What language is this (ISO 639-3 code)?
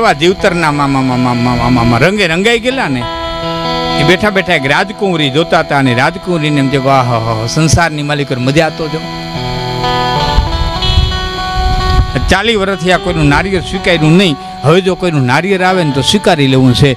guj